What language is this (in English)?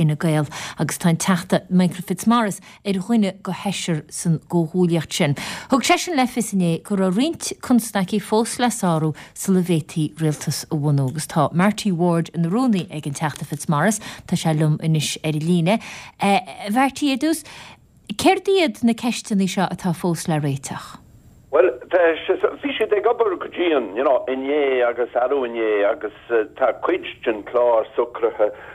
Irish